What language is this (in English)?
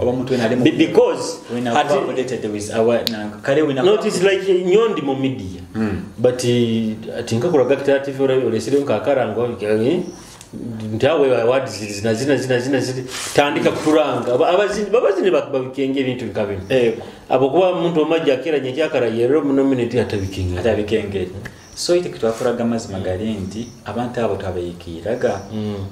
Nyoro